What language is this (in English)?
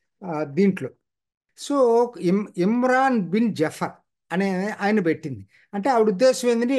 Telugu